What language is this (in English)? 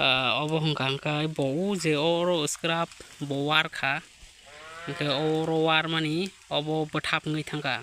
Kok Borok